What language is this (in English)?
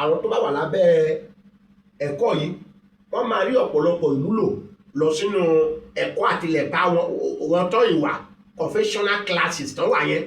Yoruba